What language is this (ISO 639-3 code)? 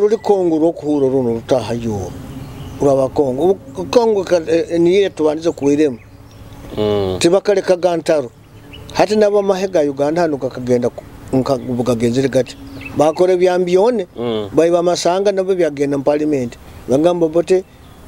nyo